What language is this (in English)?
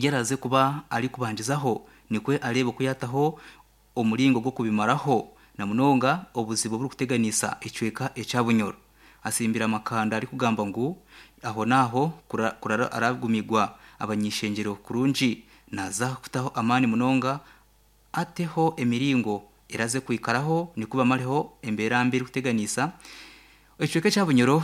Nyankole